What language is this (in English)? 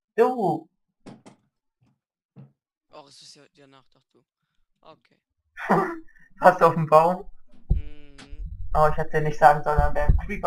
German